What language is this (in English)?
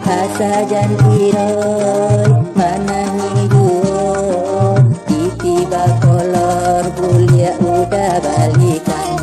Minangkabau